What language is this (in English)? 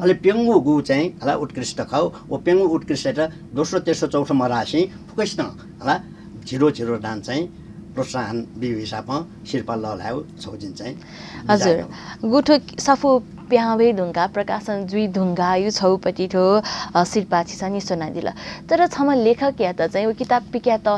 Newari